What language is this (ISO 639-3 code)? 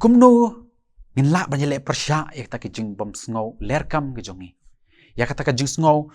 kha